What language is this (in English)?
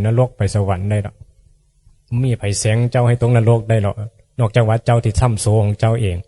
Northeastern Thai